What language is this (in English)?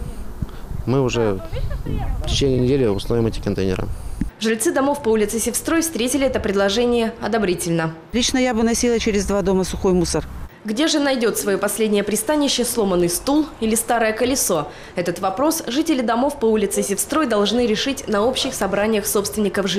Russian